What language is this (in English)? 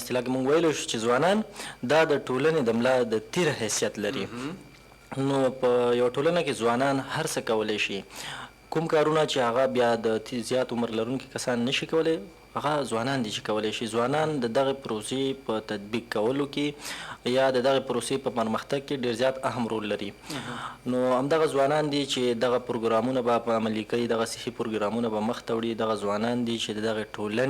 Pashto